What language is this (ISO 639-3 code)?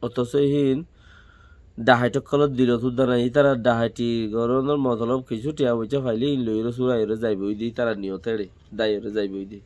rhg